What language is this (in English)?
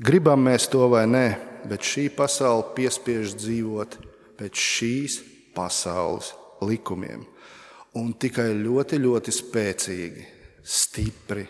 Latvian